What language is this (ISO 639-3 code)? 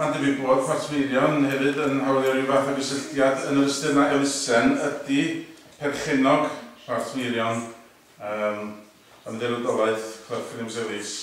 cym